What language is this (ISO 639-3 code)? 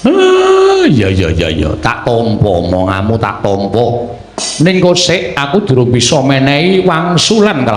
jav